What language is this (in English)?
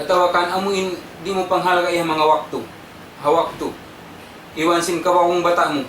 Tausug